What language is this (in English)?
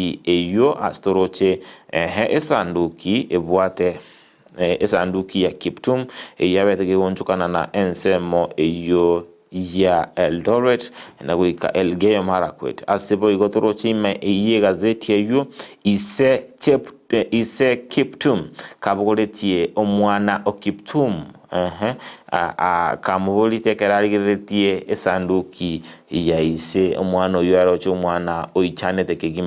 Gusii